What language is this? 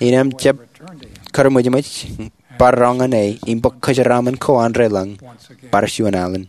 Marshallese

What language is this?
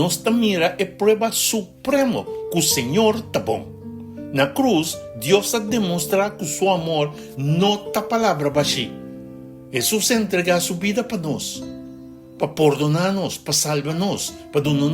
Papiamento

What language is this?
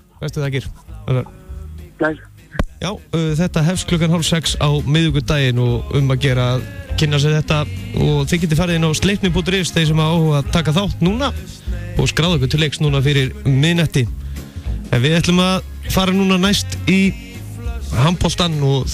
Icelandic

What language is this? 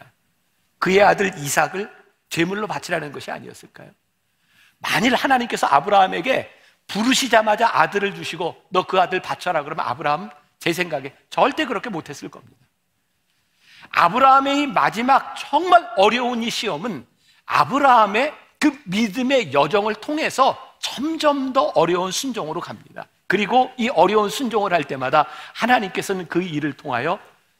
Korean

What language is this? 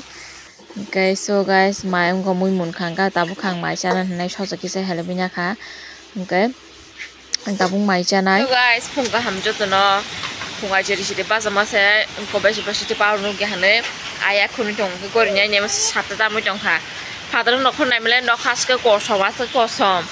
Kok Borok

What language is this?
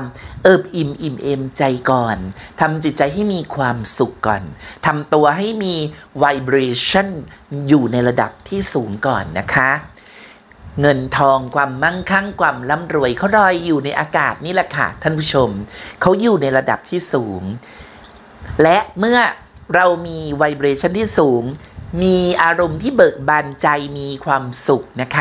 Thai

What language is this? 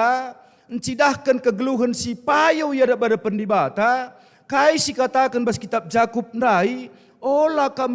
Batak Karo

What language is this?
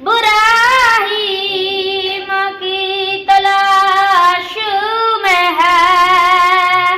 Pahari-Potwari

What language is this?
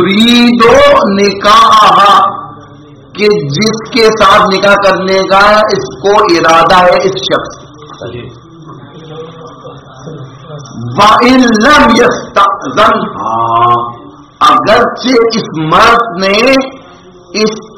Urdu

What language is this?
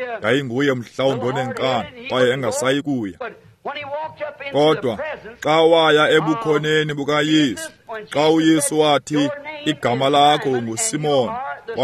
Xhosa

